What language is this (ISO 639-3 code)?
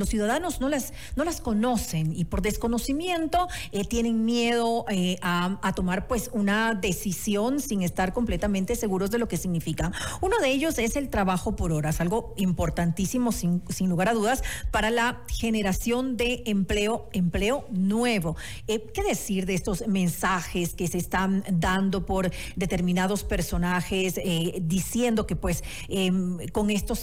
spa